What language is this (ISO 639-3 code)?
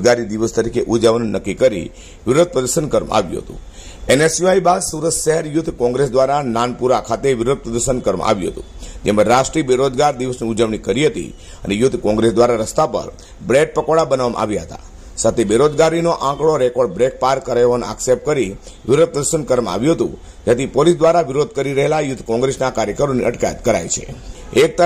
guj